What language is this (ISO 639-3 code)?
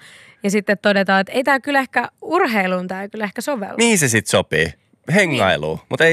fin